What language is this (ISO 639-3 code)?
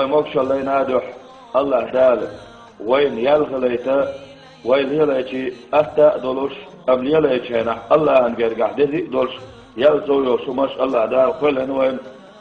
che